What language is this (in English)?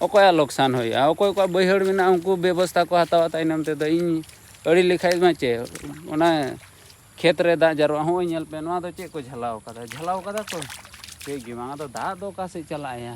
Santali